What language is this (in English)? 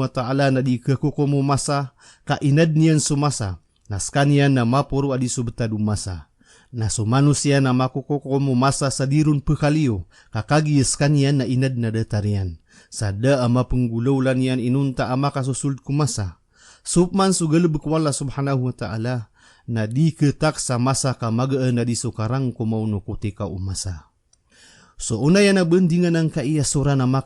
Maranao